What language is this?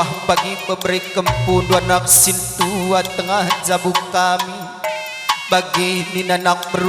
Batak Karo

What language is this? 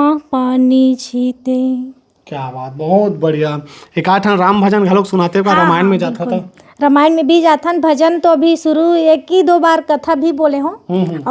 Chhattisgarhi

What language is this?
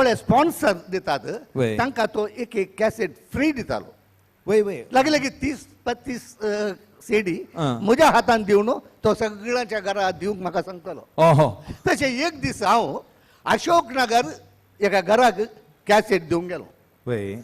Konkani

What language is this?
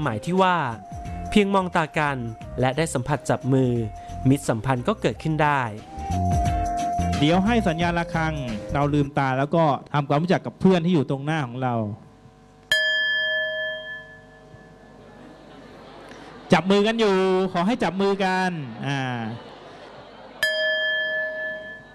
Thai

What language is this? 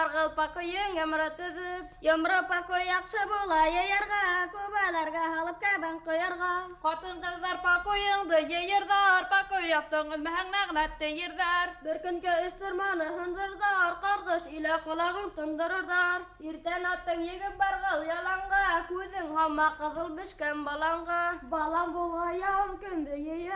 Bashkir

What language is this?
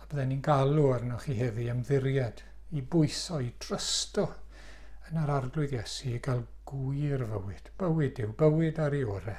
Welsh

